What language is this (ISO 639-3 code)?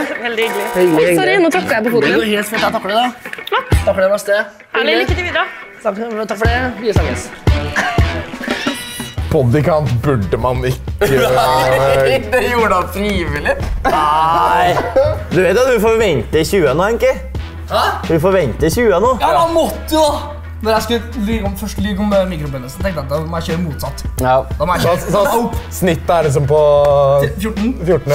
nor